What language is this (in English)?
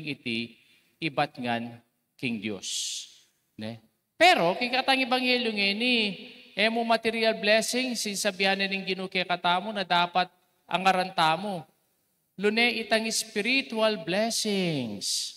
Pampanga